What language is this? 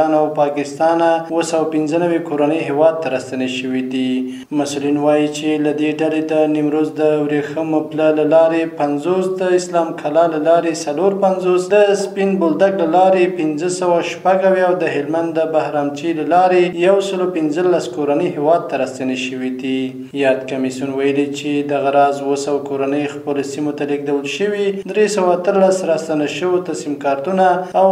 Pashto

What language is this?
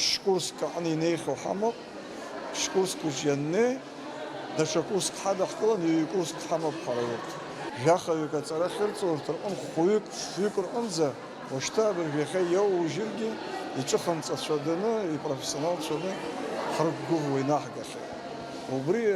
Abkhazian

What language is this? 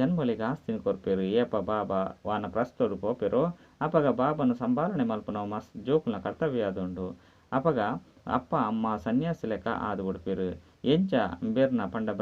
Tulu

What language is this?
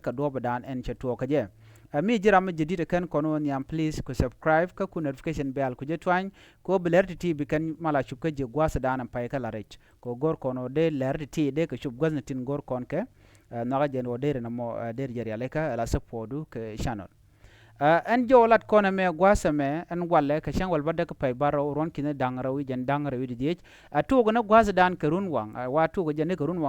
Nuer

